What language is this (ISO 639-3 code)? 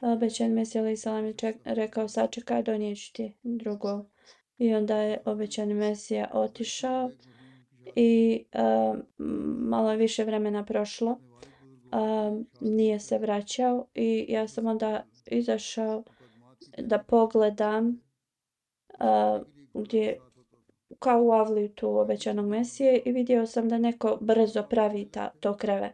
bos